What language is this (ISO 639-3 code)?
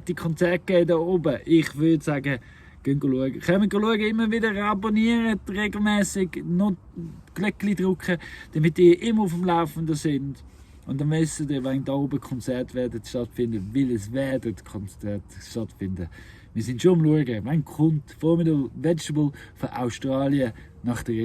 gsw